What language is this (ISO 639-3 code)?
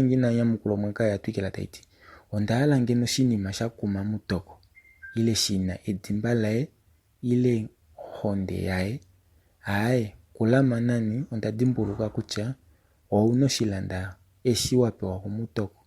kua